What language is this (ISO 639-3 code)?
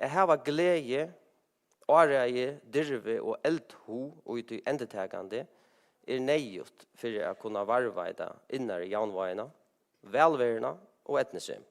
fao